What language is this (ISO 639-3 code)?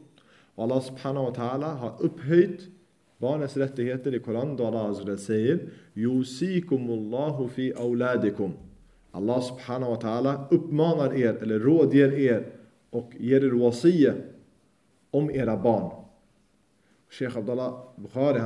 swe